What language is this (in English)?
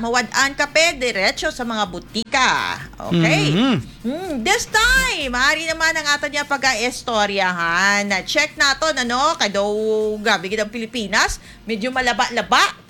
Hiligaynon